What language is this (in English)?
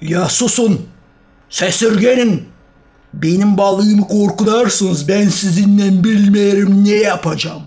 Gagauz